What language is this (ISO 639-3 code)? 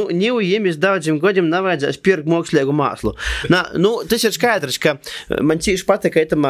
lav